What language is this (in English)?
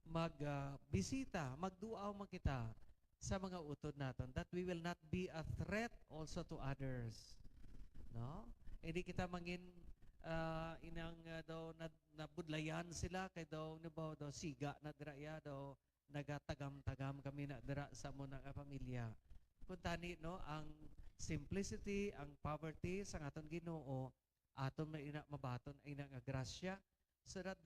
Hiligaynon